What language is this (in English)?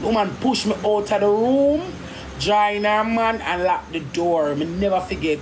Jamaican Creole English